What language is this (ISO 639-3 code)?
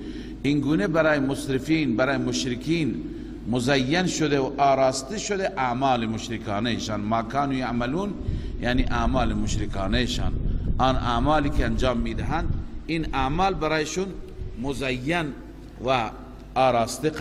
fas